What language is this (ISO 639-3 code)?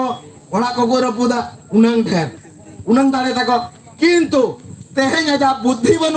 sat